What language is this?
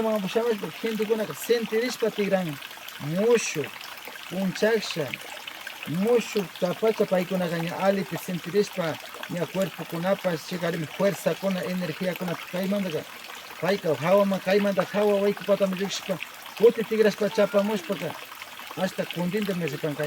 Imbabura Highland Quichua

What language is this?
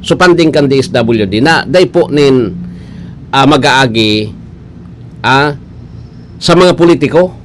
Bikol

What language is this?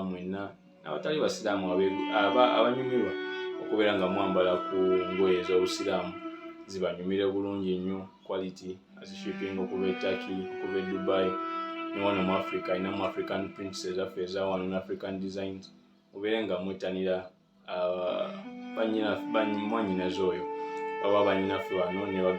Ganda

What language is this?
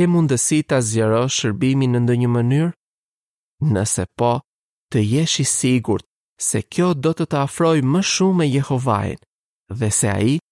Albanian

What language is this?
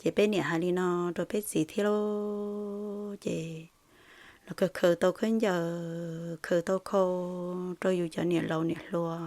Hmong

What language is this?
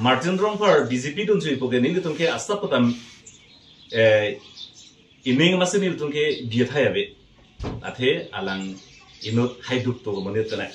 Karbi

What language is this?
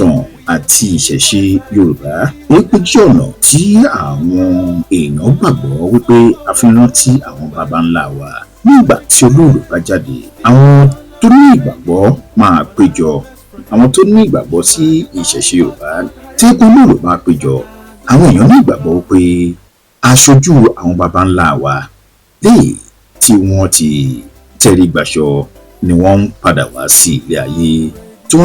Yoruba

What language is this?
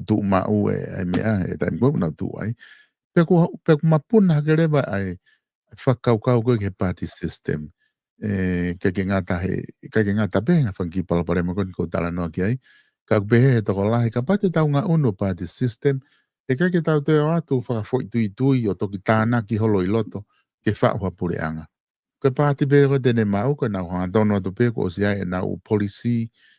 Tongan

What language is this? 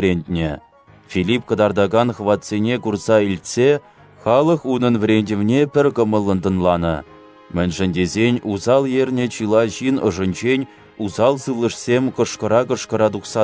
Chuvash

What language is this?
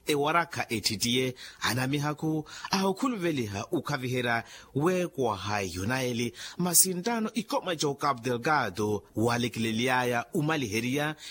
Makhuwa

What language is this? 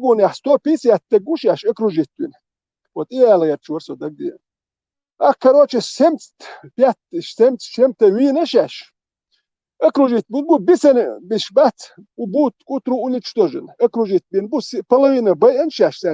Chechen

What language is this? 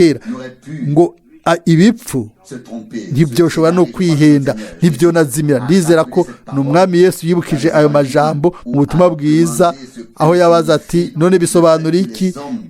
Rundi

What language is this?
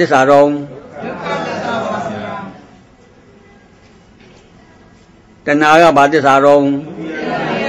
Burmese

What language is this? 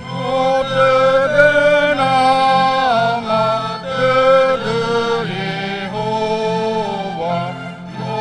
Nias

